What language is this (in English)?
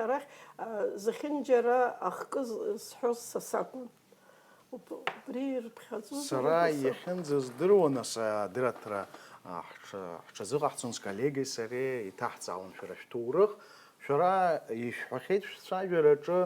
Abkhazian